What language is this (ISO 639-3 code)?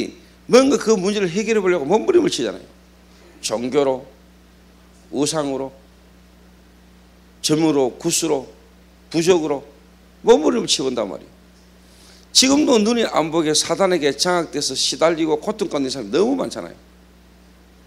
kor